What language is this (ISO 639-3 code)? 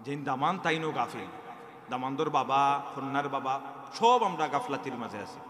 syl